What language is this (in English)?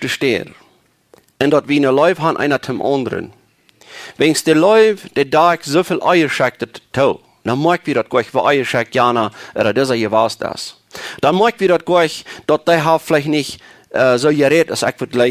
Plautdietsch